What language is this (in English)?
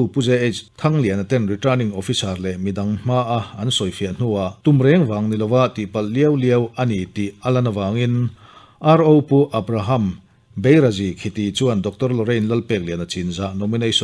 Mizo